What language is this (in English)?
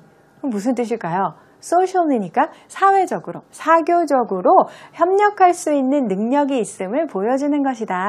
Korean